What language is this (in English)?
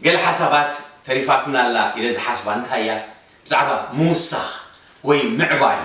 Tigrinya